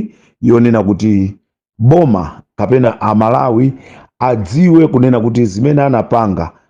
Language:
Nyanja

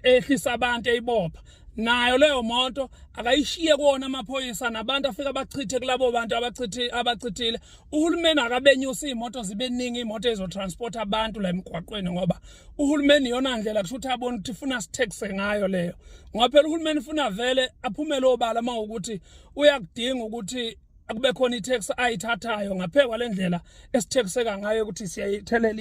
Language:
Zulu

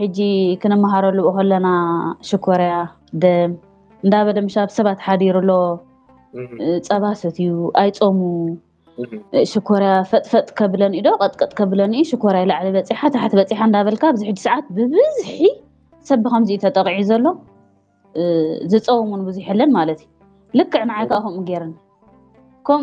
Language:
Tigrinya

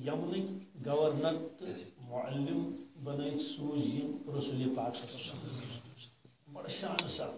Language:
Kashmiri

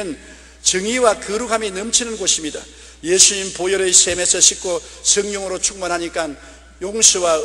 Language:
Korean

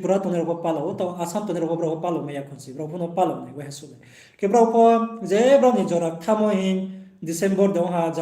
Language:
Riang (India)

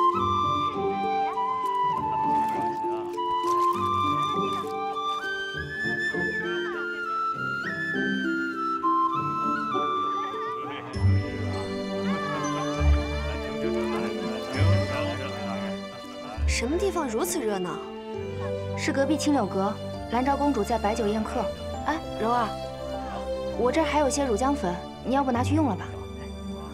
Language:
Chinese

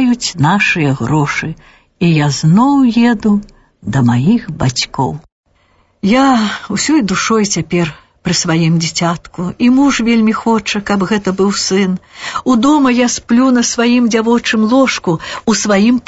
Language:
Belarusian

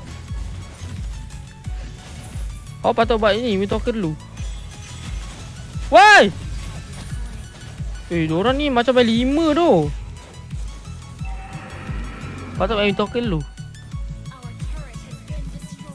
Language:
Malay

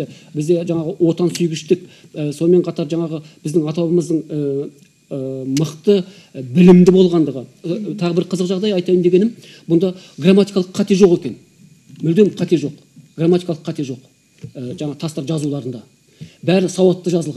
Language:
Kazakh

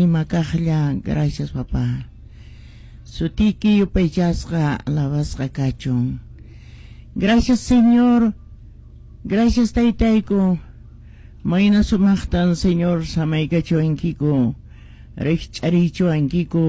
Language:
Quechua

